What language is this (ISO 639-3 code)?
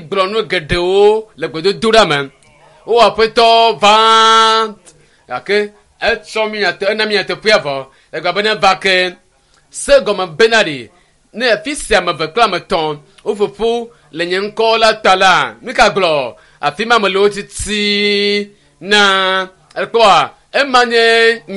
ewe